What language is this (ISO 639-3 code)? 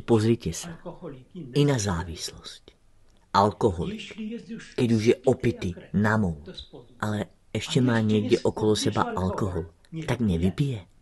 slk